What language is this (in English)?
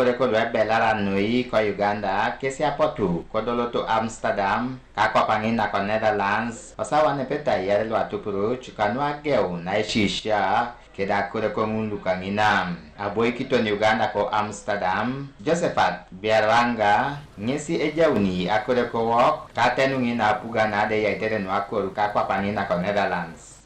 Teso